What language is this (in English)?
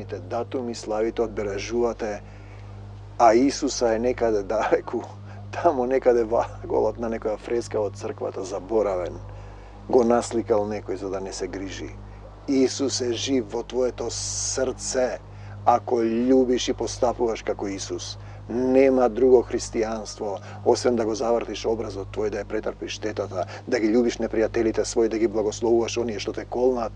Macedonian